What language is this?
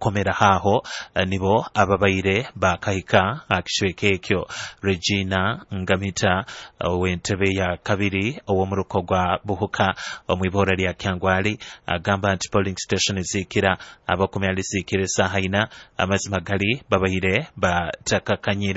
Nyoro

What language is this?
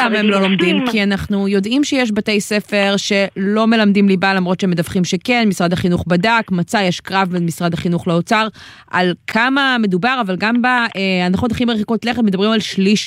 Hebrew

